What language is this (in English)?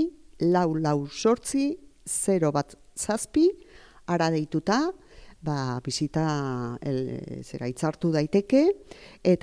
Basque